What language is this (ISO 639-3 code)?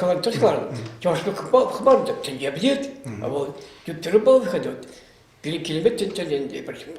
chv